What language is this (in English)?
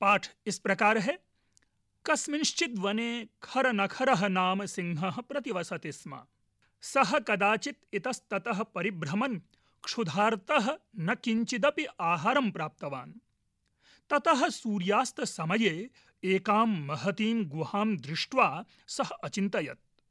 Sanskrit